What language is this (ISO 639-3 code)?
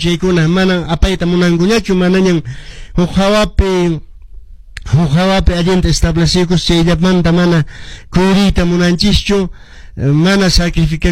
que